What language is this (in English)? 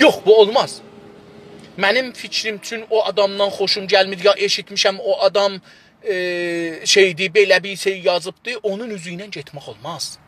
South Azerbaijani